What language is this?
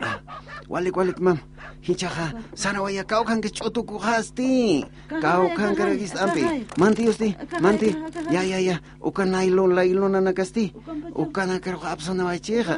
Aymara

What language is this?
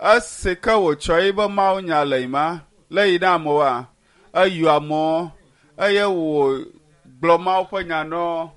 Ewe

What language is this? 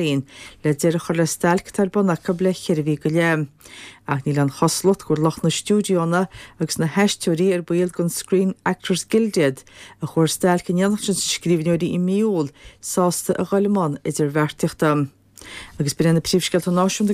Irish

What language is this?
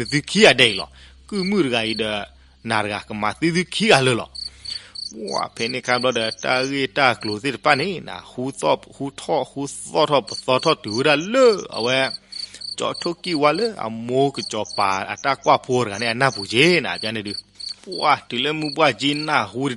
S'gaw Karen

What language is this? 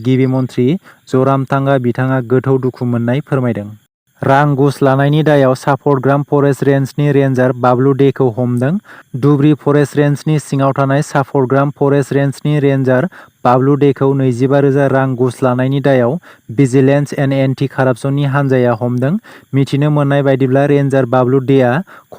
Bodo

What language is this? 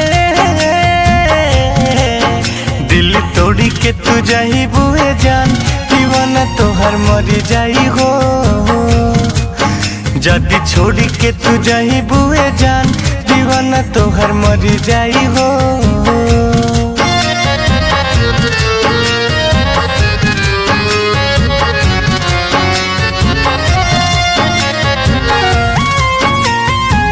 Bhojpuri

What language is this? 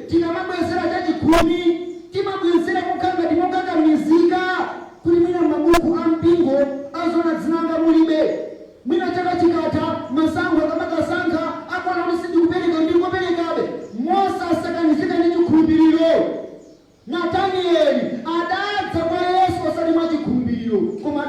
Nyanja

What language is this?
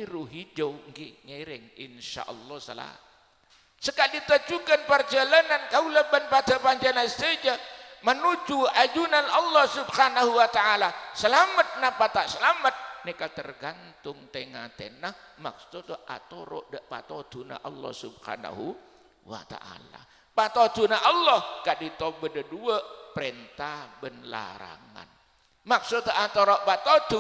Madurese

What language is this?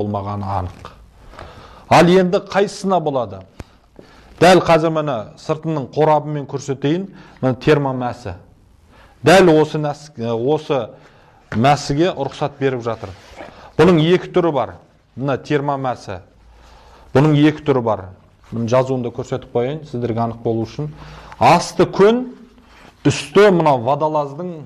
Kazakh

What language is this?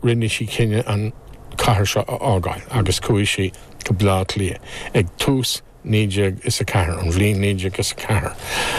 Irish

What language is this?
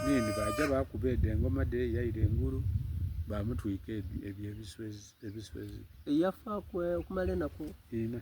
Soga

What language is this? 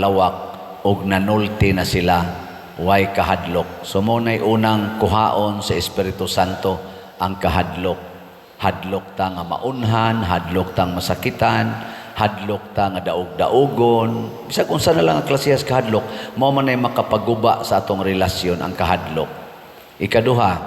Cebuano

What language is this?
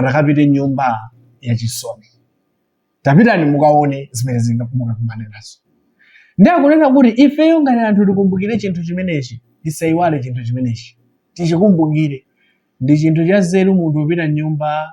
Nyanja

